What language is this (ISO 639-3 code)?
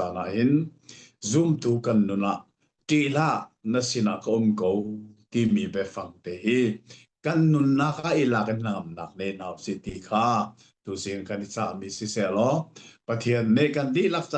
cnh